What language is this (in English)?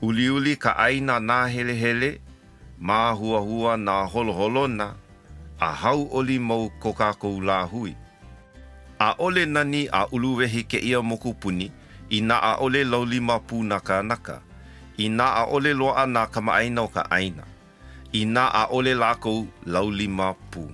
Hawaiian